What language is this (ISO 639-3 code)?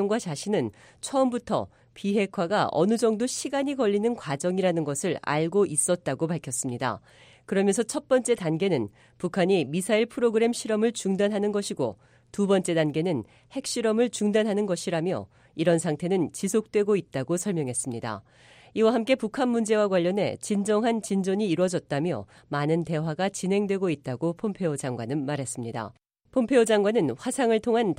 kor